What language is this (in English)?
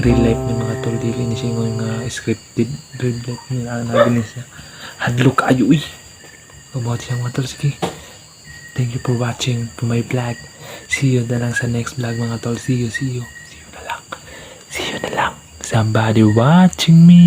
Cebuano